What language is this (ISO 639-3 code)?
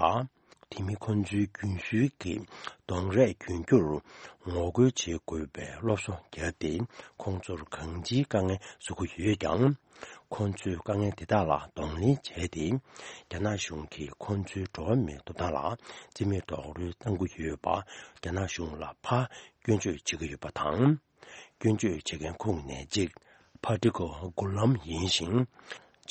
bod